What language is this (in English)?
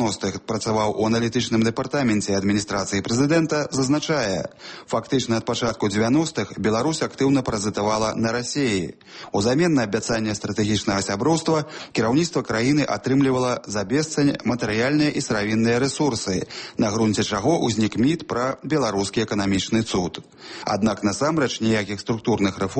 Belarusian